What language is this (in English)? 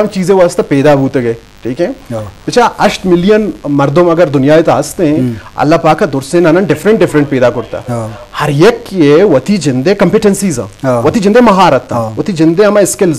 Eastern Balochi